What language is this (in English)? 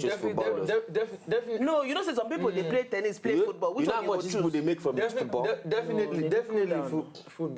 Nigerian Pidgin